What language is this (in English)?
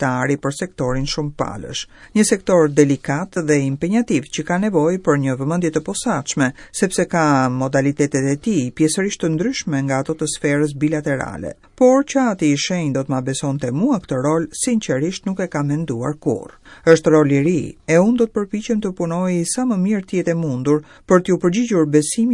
Albanian